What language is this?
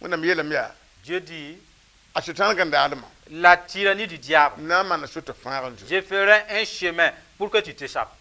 Mossi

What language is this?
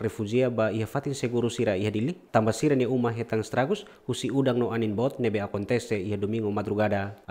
Tetum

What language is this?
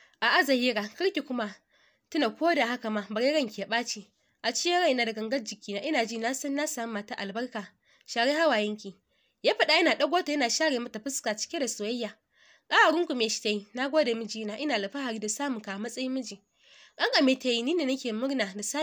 Hausa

